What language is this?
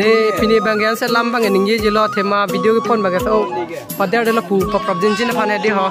Karbi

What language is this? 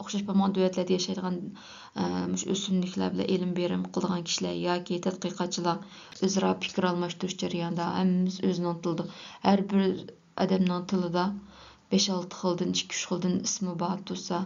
Uyghur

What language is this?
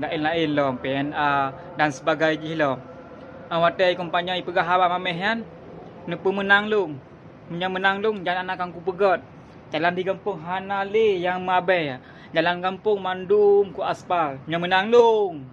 Achinese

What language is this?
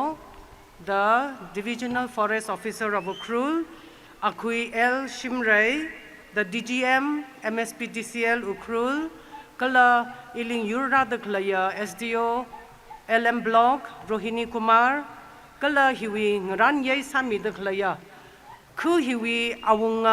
Tangkhul Naga (India)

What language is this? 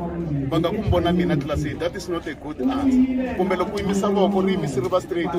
Tsonga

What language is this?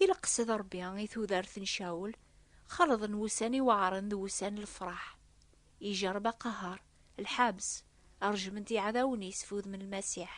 Kabyle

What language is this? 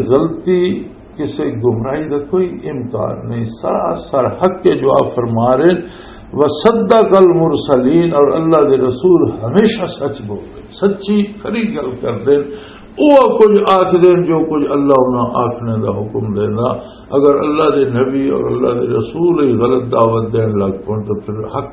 Western Panjabi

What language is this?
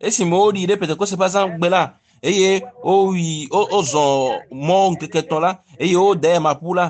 Ewe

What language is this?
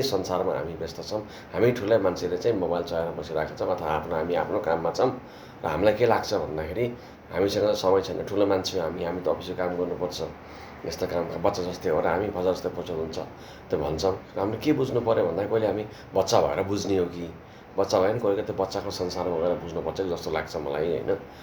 Nepali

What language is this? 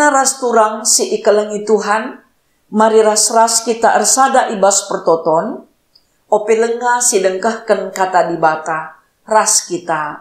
Batak Karo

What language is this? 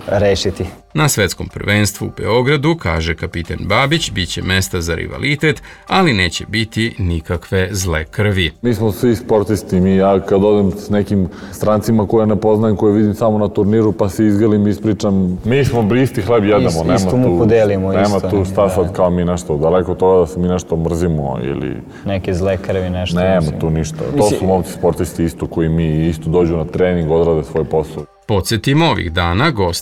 Serbian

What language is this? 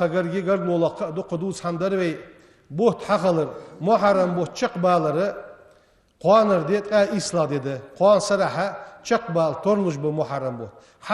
Ingush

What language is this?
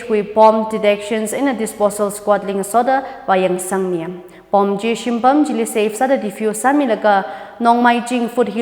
Tangkhul Naga (India)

